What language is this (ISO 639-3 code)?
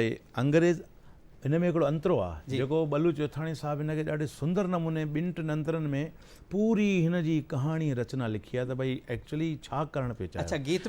snd